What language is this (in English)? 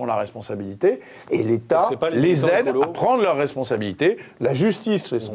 French